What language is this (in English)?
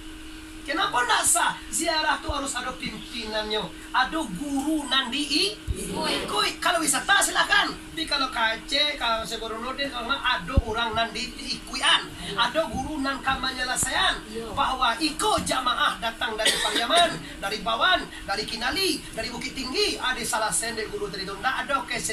Minangkabau